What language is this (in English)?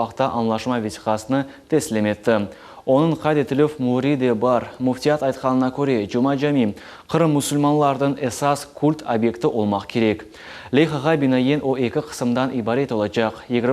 Crimean Tatar